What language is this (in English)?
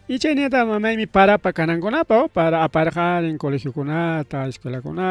Ayacucho Quechua